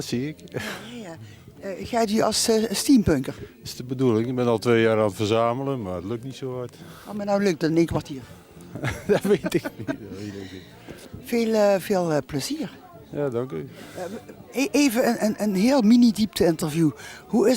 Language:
Limburgish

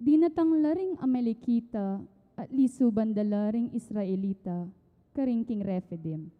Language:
Pampanga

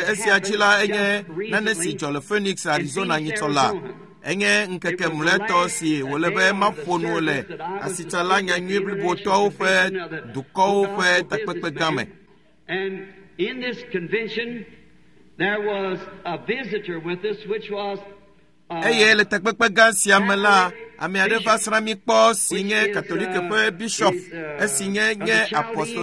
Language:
Ewe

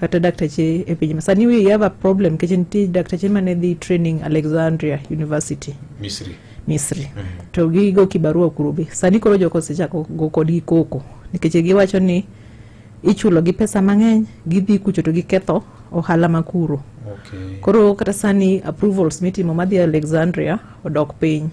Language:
Luo (Kenya and Tanzania)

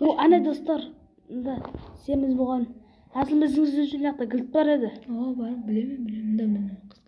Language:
Kara-Kalpak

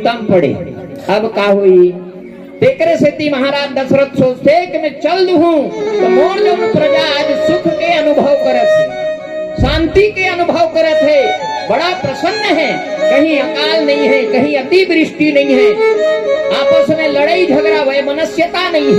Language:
Chhattisgarhi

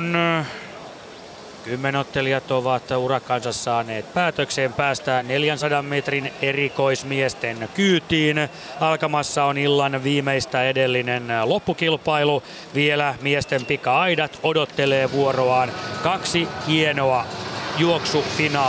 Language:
Finnish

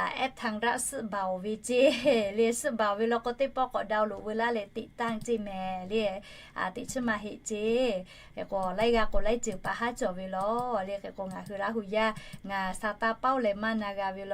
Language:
Lahu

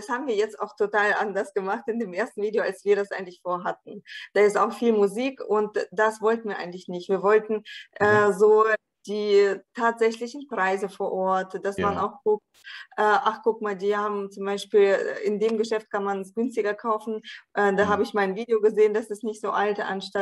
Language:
German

